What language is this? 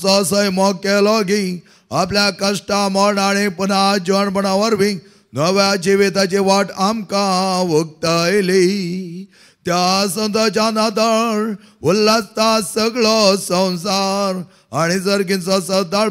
Konkani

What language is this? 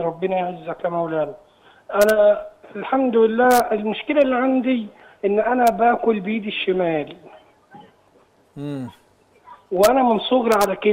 Egyptian Arabic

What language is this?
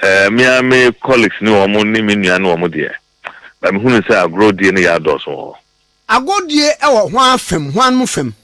Akan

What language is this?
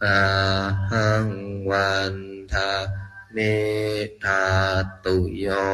Pali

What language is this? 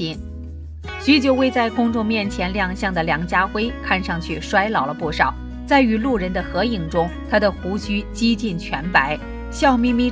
Chinese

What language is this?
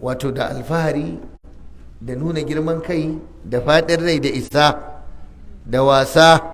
Hausa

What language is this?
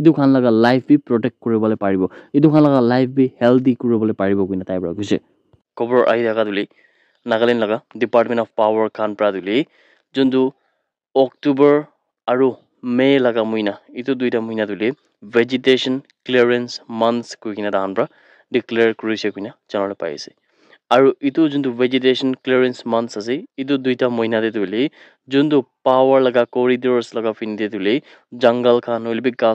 Naga Pidgin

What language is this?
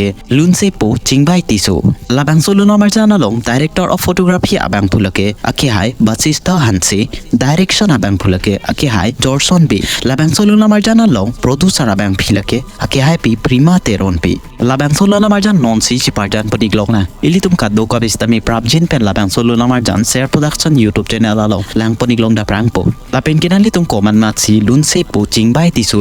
Karbi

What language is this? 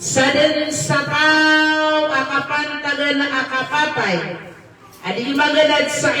Maranao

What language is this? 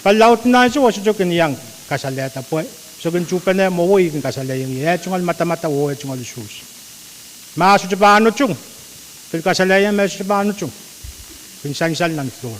Pohnpeian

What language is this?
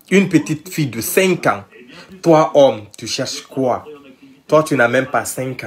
French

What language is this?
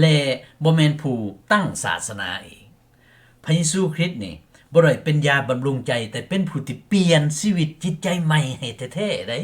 Lao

